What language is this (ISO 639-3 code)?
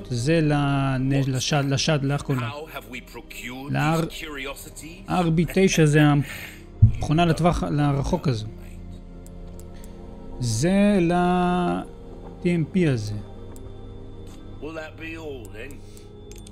heb